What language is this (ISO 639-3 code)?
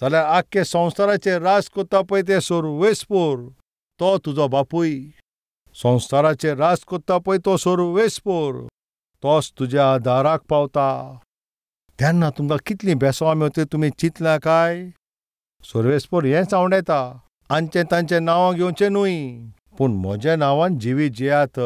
kok